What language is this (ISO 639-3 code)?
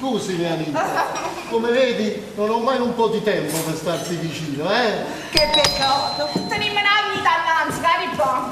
nap